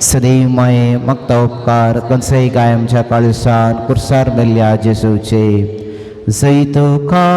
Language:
Konkani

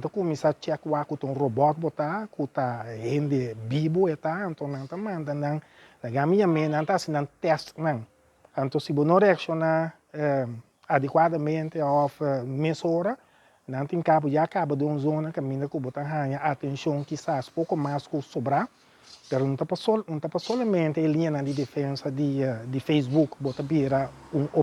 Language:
Papiamento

